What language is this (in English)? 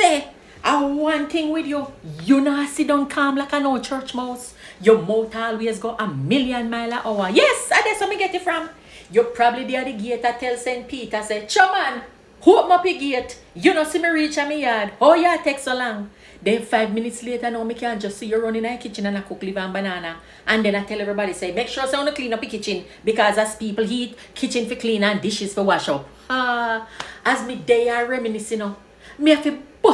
Jamaican Creole English